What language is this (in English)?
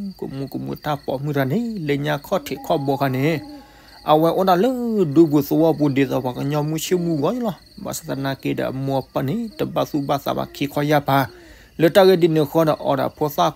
S'gaw Karen